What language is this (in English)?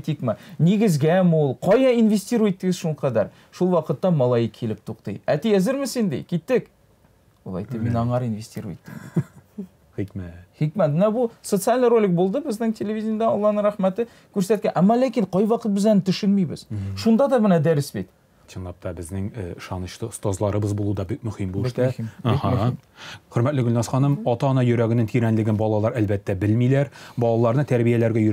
Tatar